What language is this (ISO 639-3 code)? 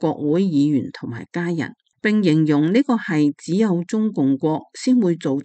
yue